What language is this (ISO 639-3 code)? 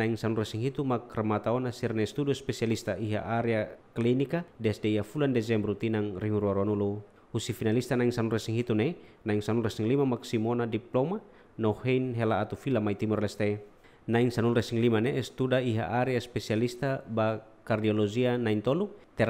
tet